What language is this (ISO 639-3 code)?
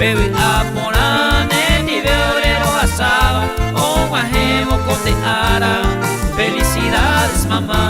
grn